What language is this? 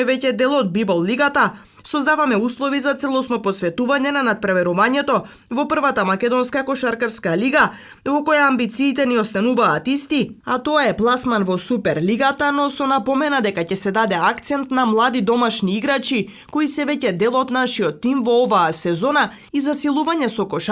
Macedonian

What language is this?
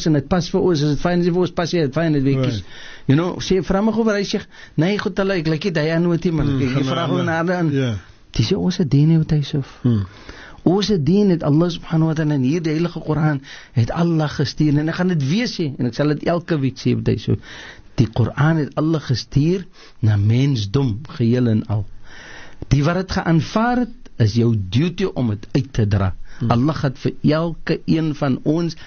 Afrikaans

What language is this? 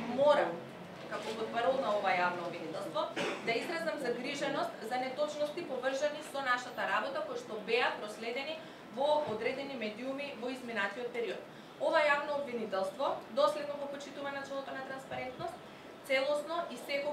Macedonian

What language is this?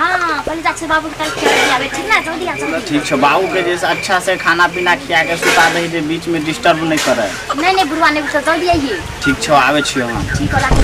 Maithili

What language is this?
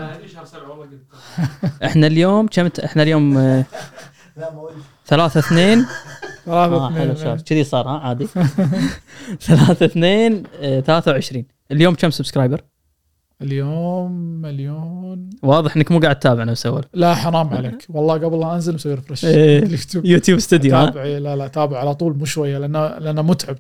Gulf Arabic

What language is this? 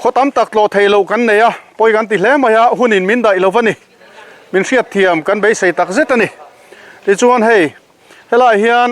Mizo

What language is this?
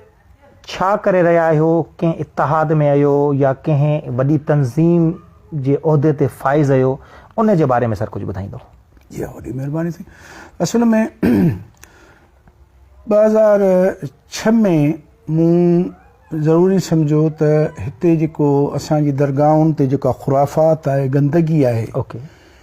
Sindhi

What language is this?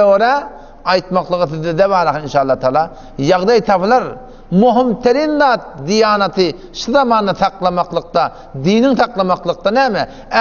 Turkmen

